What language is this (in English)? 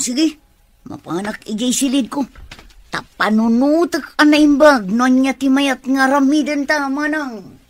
Iloko